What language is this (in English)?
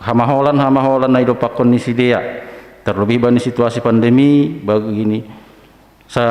Batak Simalungun